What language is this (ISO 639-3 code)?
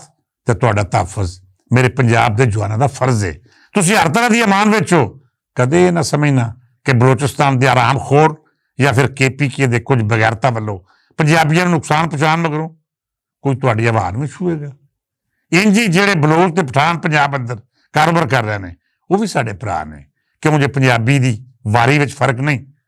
lah